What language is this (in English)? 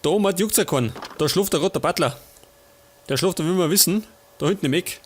Bavarian